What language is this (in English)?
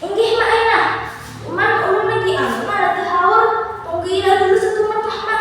Banjar